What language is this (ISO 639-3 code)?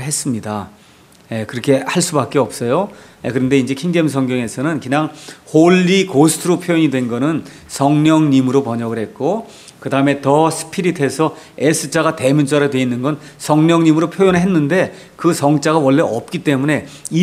kor